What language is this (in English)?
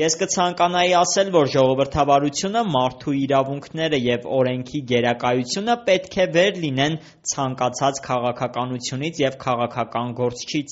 Armenian